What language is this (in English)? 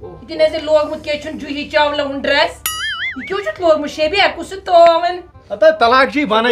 Kashmiri